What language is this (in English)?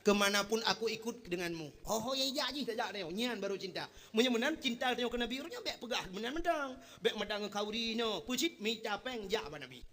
Achinese